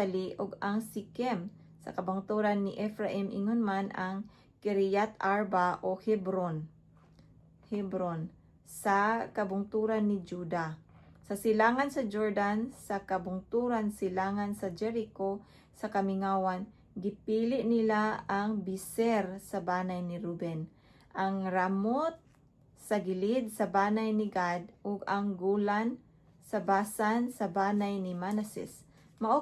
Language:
Cebuano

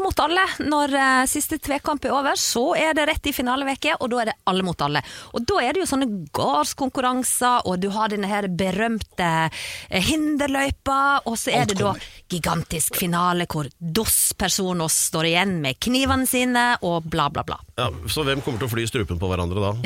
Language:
Norwegian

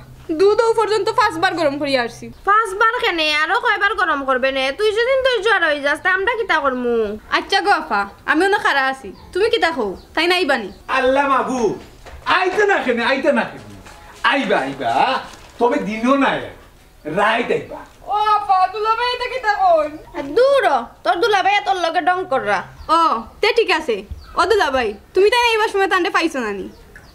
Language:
Sylheti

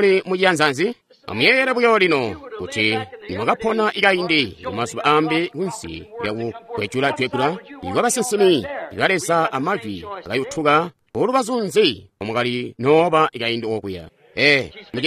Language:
Tonga (Zambia)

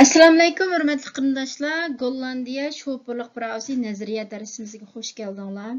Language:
Uyghur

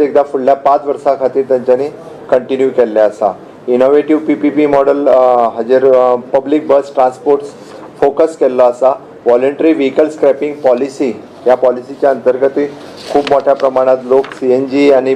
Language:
Konkani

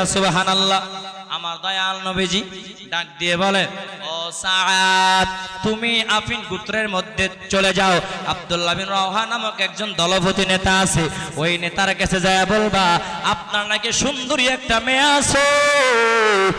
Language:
Bangla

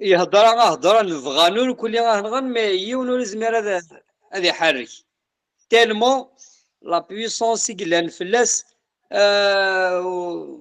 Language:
Kabyle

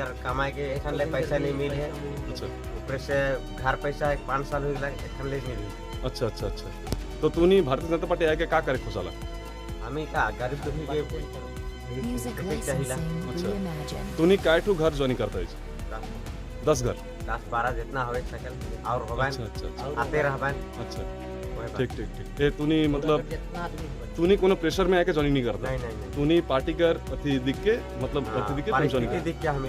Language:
Sadri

